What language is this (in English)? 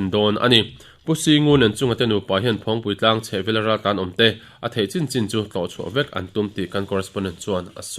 Mizo